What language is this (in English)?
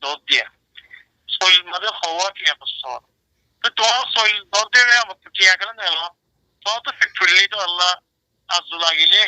Rohingya